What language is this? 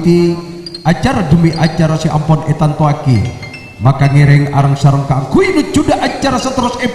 Madurese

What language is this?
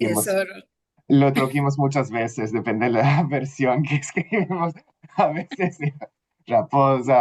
Ladino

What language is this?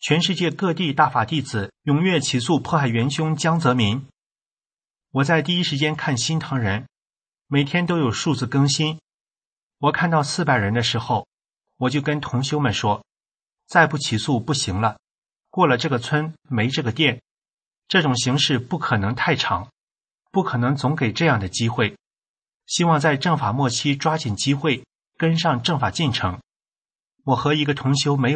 Chinese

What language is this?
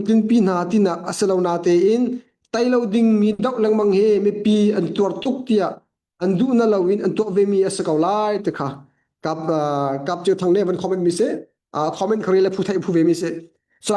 Hakha Chin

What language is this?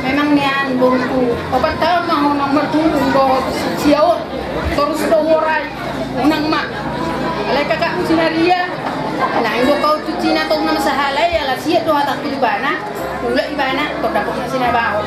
Batak Toba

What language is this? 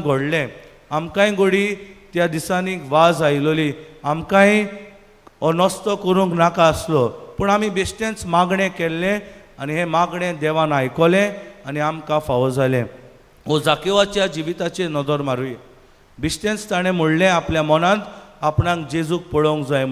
Konkani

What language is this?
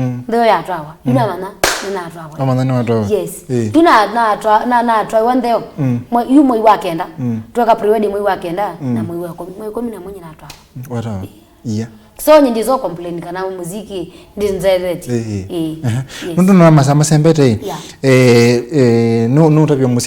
Kamba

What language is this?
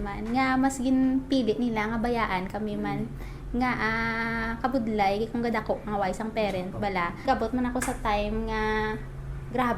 Hiligaynon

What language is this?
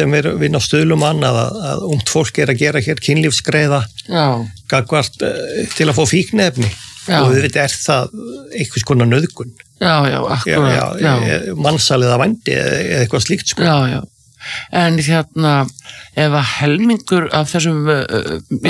Icelandic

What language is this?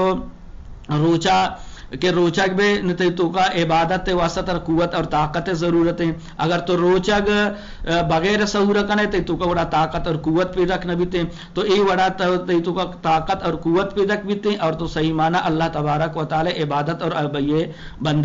Eastern Balochi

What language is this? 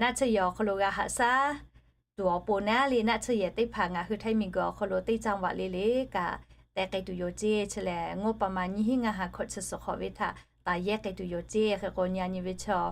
Lahu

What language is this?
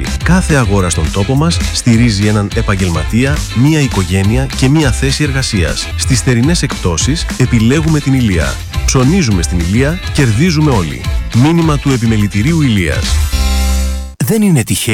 Greek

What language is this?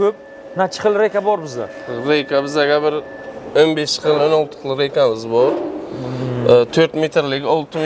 Uzbek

